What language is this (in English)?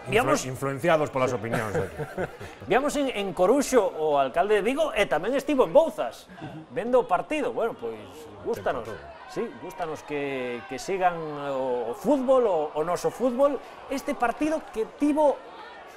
Galician